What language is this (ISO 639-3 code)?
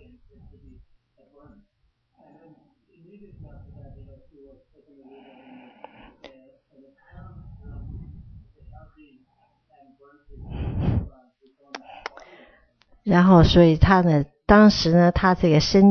zho